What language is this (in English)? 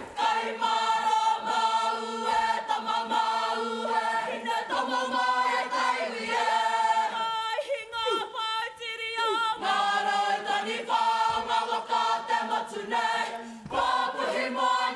Māori